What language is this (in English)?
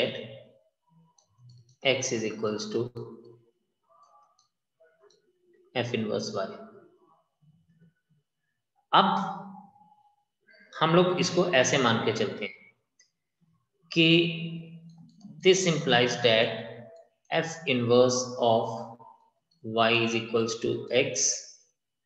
Hindi